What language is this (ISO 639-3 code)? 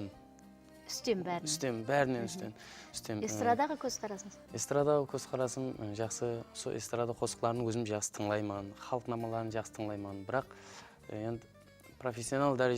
kaa